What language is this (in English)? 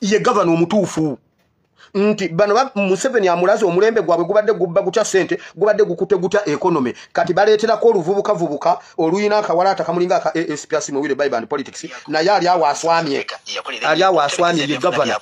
Ganda